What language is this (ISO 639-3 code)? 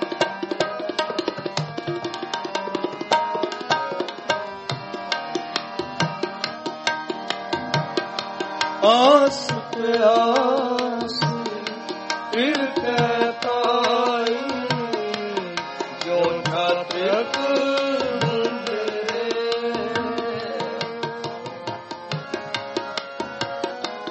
pan